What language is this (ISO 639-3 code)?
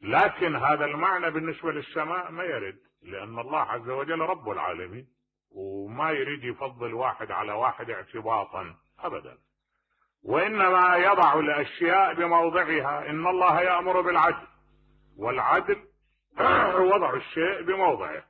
acm